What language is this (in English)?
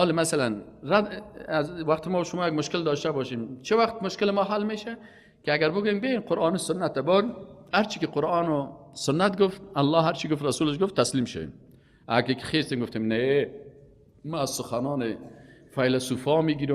Persian